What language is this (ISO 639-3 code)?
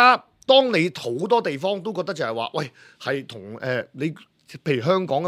yue